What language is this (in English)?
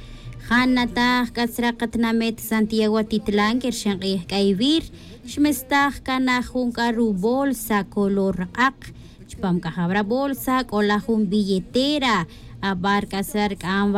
Tz'utujil